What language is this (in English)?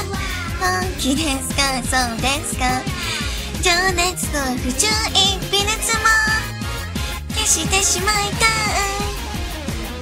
Japanese